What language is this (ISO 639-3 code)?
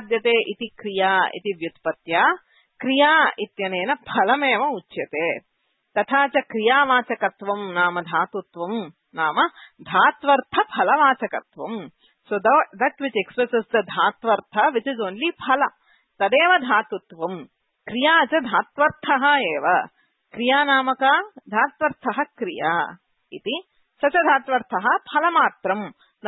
san